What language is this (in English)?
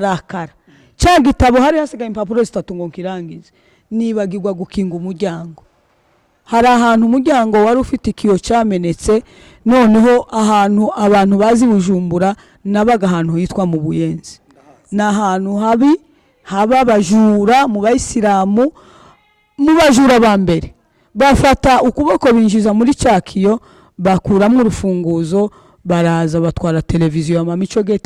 Kinyarwanda